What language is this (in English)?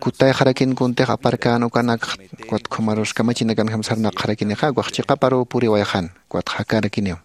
Aymara